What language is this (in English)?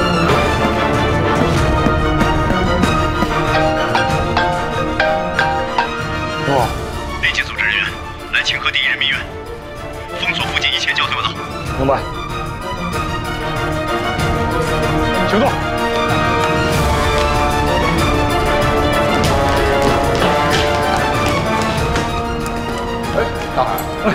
Chinese